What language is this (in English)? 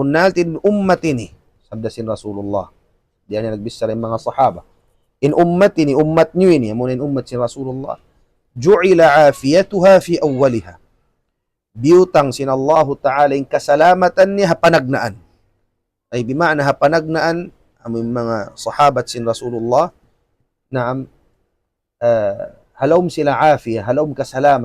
Tausug